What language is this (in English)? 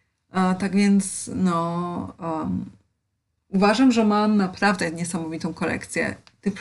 Polish